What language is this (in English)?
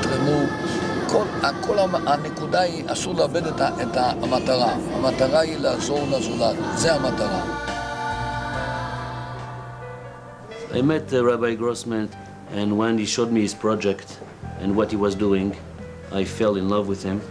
Hebrew